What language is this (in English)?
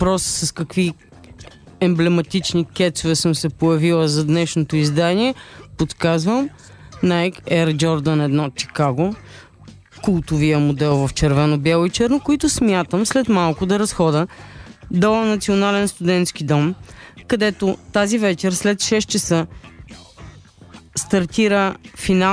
Bulgarian